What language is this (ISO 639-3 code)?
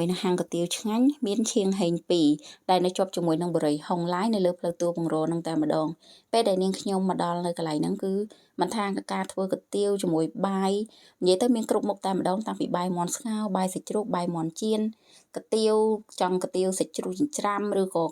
khm